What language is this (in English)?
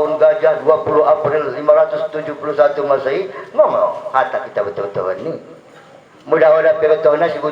Batak Dairi